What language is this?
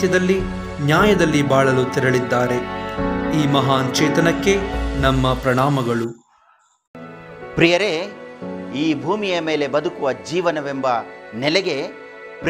Kannada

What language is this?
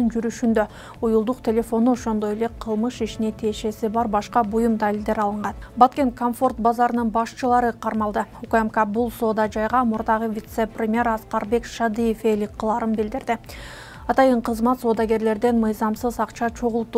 Kyrgyz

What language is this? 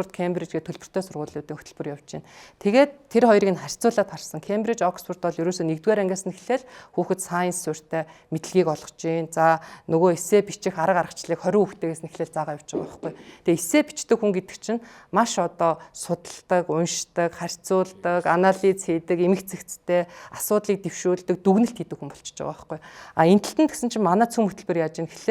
Mongolian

